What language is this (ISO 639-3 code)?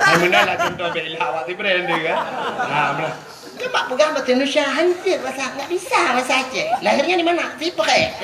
ace